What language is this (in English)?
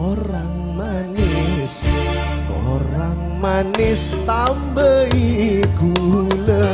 Madurese